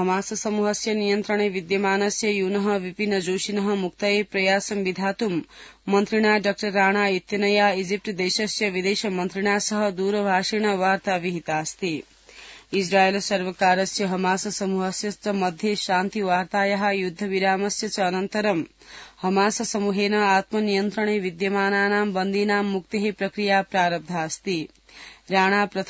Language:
Sanskrit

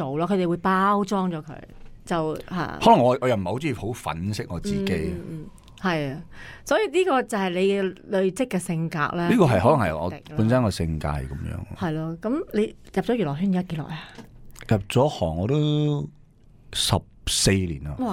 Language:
Cantonese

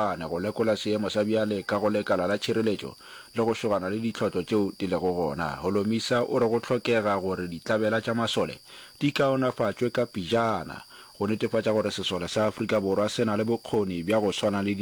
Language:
Northern Sotho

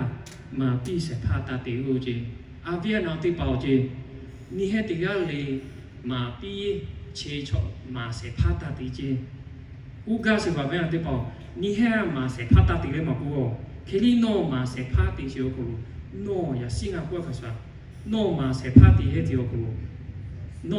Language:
Lahu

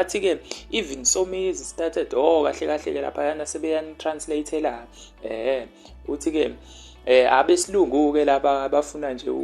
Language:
Zulu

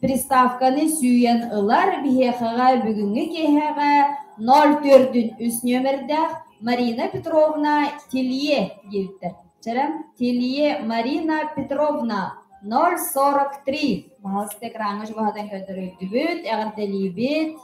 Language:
Yakut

